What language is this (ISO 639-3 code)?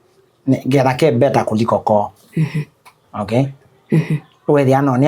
kam